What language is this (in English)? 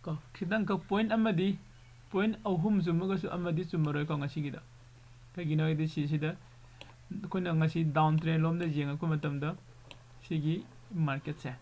Manipuri